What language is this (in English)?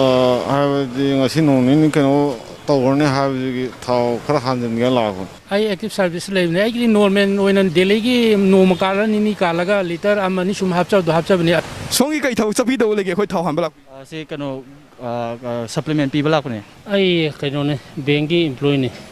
Manipuri